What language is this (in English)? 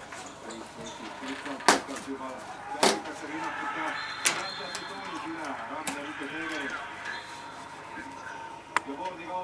Estonian